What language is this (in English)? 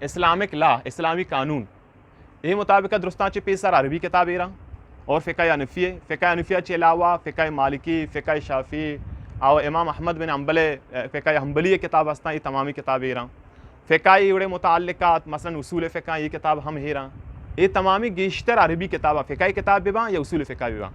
Eastern Balochi